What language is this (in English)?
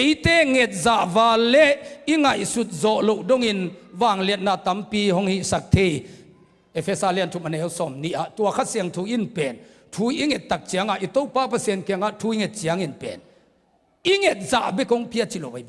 Tedim Chin